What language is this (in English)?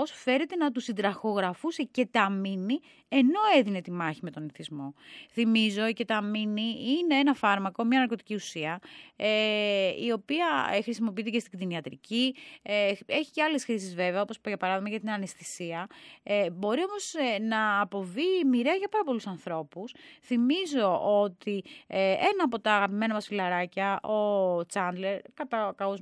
Greek